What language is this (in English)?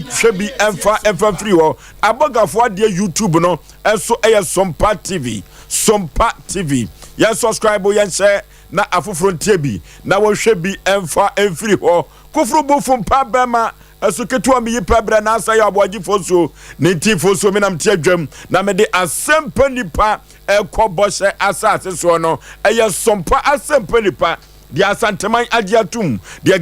Akan